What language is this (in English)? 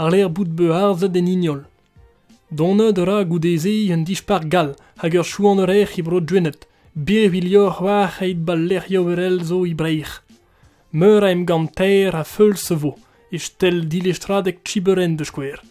Breton